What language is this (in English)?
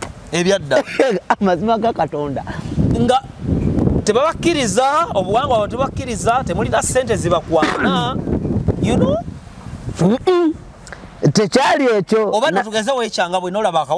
Ganda